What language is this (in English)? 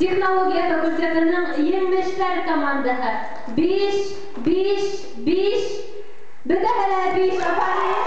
Bashkir